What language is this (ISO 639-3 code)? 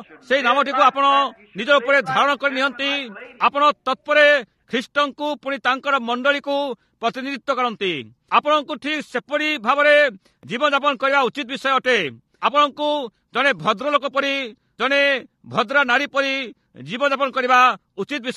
ori